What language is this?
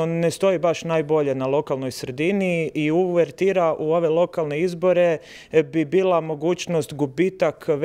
Croatian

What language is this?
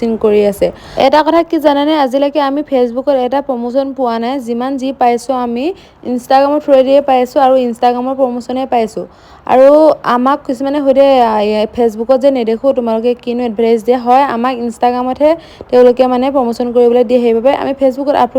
Assamese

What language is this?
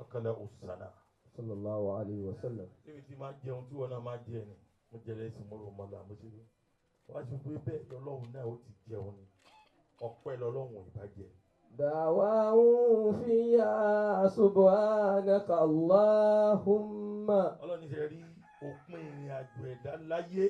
Yoruba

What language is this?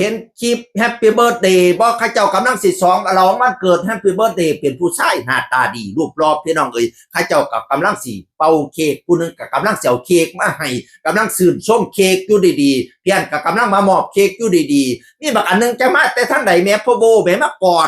Northeastern Thai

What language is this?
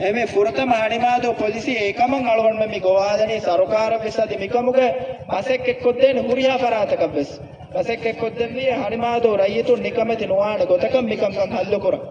Divehi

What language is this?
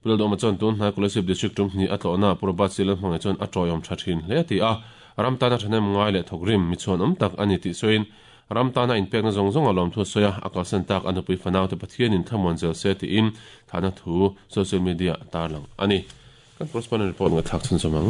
Mizo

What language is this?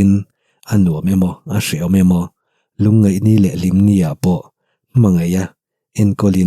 Mizo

